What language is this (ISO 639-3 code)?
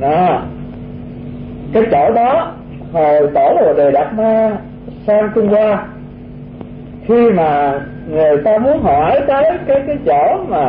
vie